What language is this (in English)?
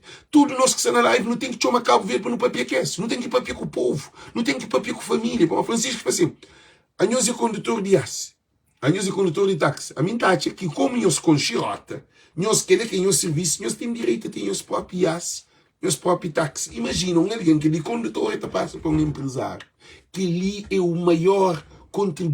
Kabuverdianu